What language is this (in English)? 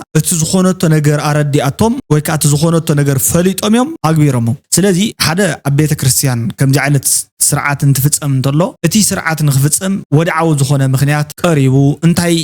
Tigrinya